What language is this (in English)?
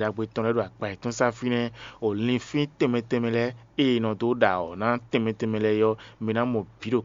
Fon